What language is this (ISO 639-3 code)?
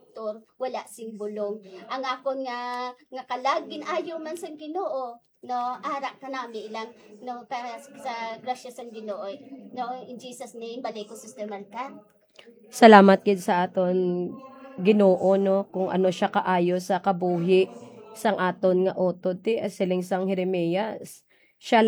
hil